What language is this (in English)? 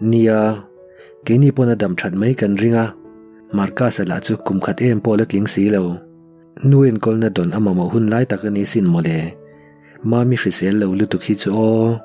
Mizo